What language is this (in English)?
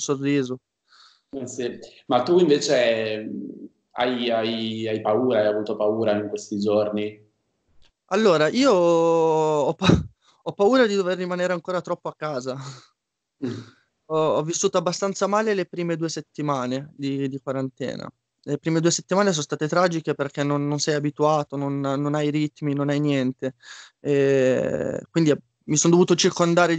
Italian